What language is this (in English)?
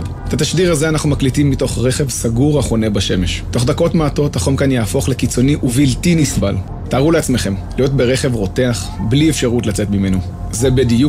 Hebrew